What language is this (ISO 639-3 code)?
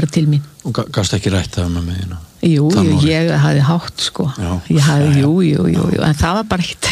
isl